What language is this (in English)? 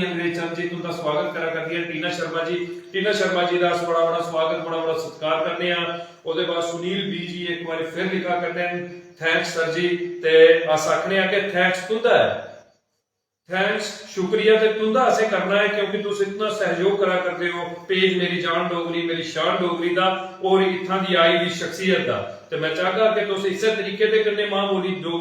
Dogri